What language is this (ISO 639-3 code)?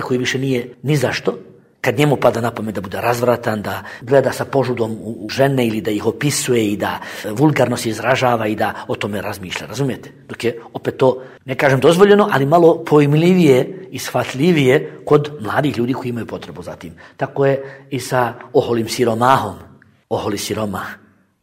bos